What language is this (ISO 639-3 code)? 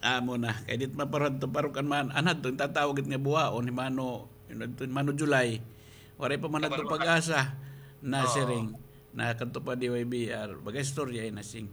war